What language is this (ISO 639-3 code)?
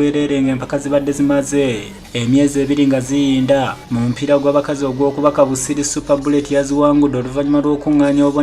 lug